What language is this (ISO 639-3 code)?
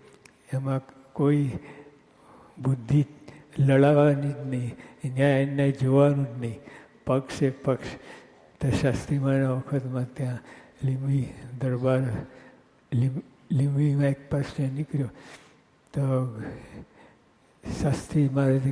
guj